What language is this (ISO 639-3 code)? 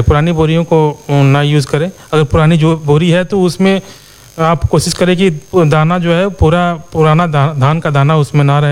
hin